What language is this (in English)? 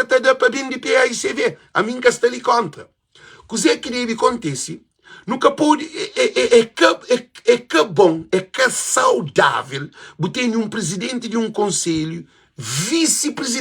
Kabuverdianu